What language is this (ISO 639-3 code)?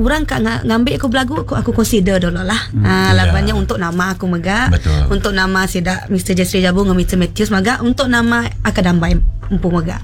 iba